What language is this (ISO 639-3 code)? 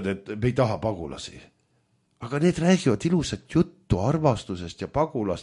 est